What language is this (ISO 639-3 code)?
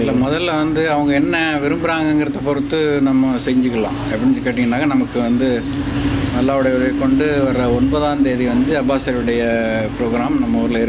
tam